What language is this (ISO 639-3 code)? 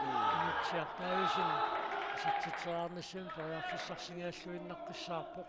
kal